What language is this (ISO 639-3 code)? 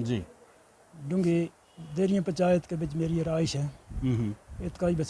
gju